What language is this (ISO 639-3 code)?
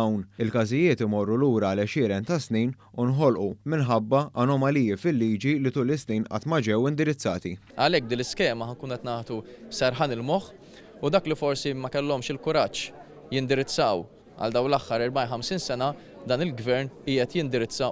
mlt